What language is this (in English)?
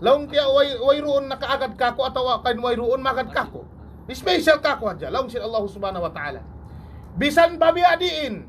Tausug